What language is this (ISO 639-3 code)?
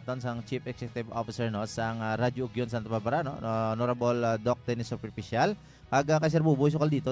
hil